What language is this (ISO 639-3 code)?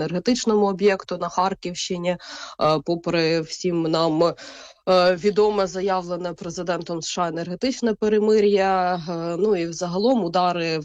ukr